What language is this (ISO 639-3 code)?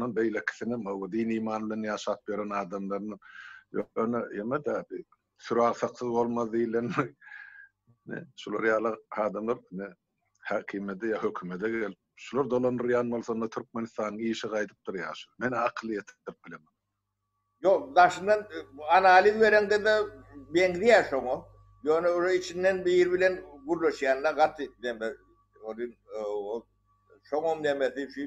tuk